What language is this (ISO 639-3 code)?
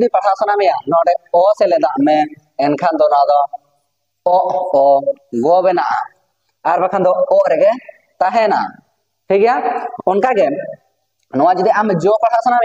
sat